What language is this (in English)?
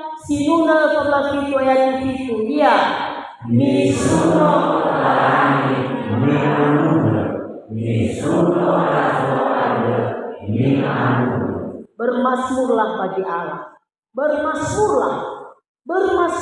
Nias